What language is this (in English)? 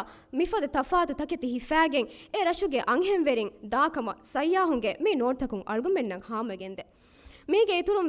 Divehi